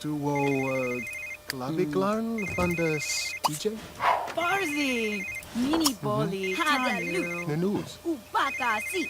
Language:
Bavarian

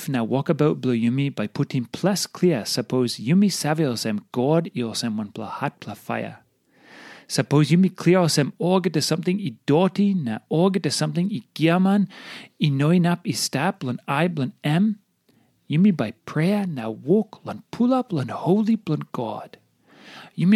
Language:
Tok Pisin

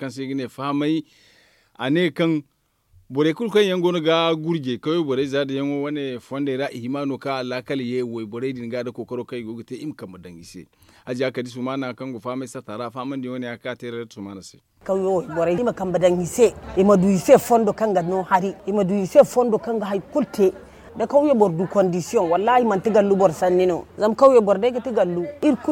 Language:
Zarma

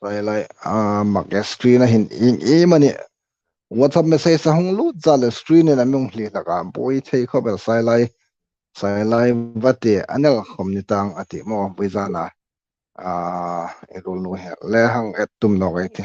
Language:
Hmar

